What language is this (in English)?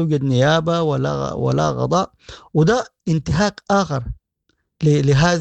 Sudanese Arabic